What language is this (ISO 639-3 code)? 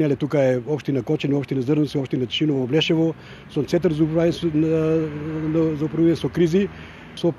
mkd